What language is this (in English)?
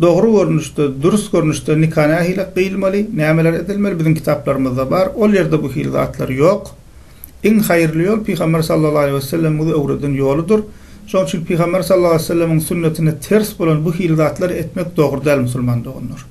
Turkmen